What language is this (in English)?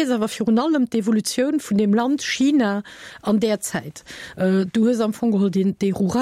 Luxembourgish